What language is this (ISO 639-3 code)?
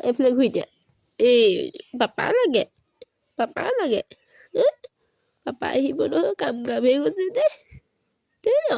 asm